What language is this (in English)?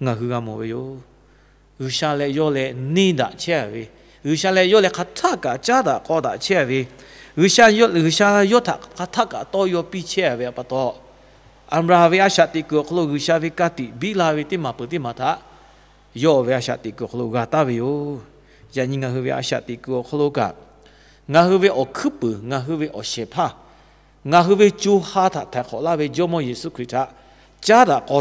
Lahu